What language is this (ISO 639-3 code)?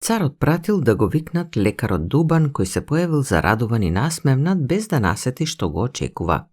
mkd